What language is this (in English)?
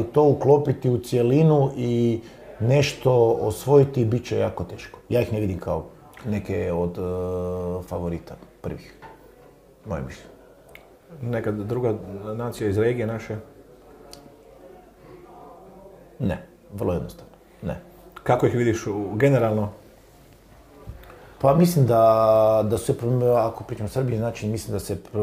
Croatian